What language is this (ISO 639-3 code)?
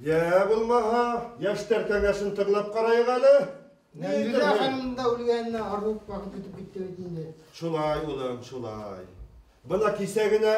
bak